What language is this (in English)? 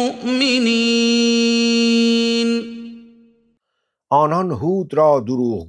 Persian